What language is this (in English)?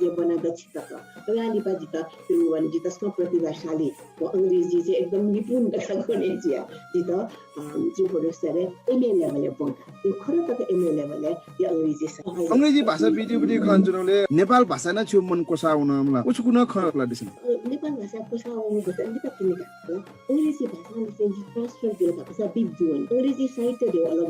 Newari